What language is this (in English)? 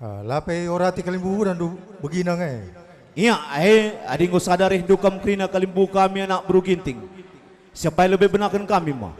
Batak Karo